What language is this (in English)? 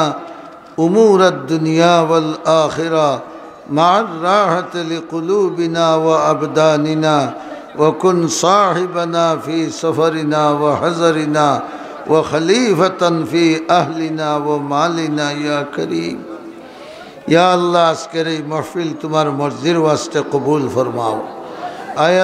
Sylheti